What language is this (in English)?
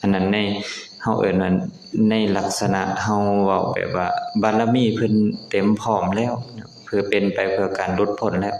Lao